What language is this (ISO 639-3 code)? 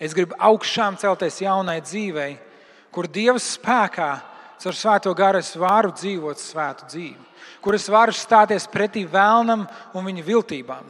lav